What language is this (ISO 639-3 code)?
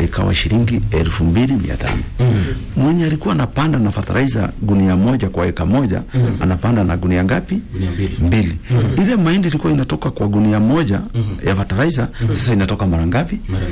swa